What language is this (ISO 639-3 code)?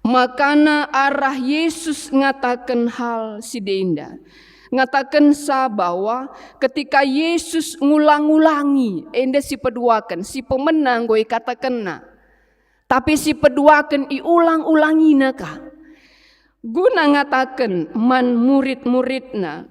btx